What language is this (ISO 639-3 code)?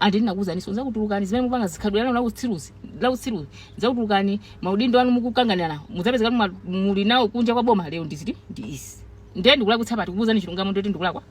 nya